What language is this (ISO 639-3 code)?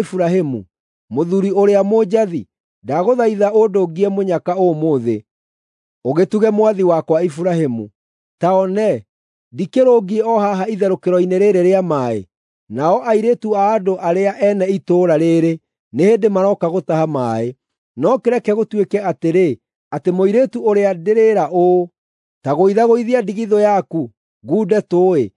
kik